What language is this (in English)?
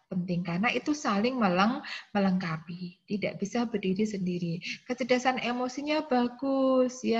Indonesian